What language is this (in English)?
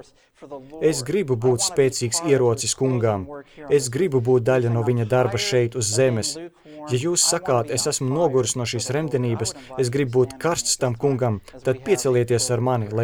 Latvian